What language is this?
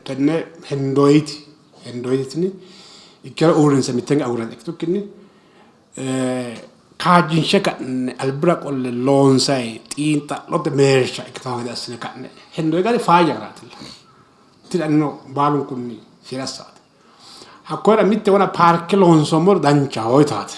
Sidamo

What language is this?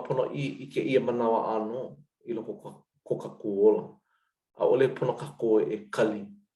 Hawaiian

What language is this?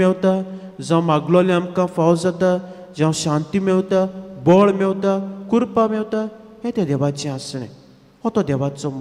Konkani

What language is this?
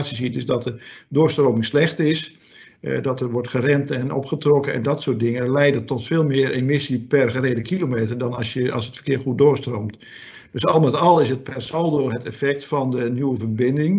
Dutch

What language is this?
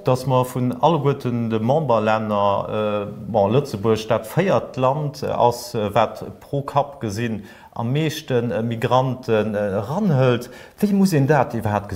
Luxembourgish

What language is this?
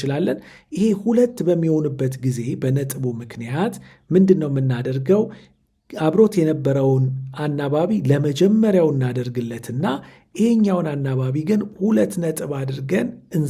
Amharic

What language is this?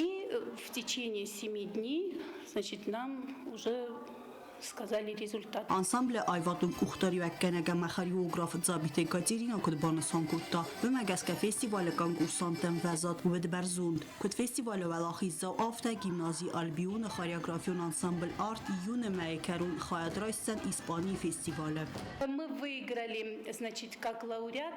Ossetic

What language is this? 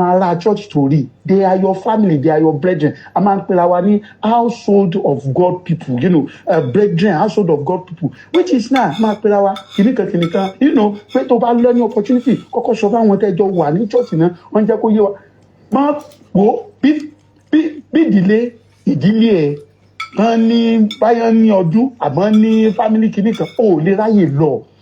Yoruba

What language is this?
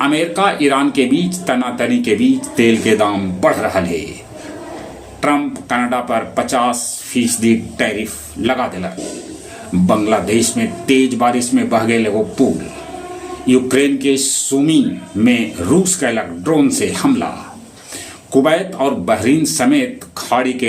Magahi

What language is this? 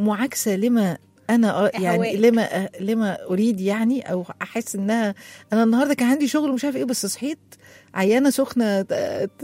Egyptian Arabic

